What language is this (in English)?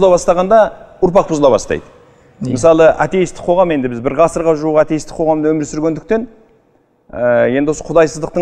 Kazakh